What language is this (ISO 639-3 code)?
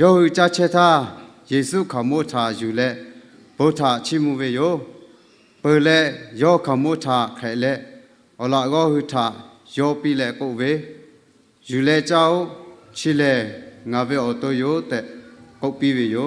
lhu